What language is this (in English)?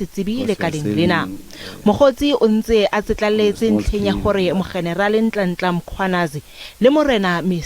Southern Sotho